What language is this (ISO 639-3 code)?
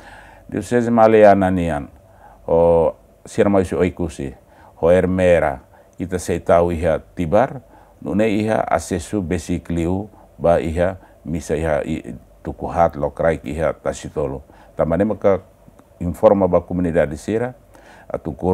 tet